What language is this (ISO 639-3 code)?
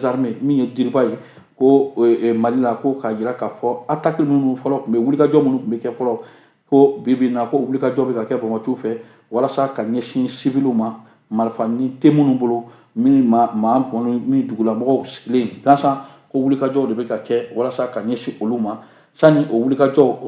bam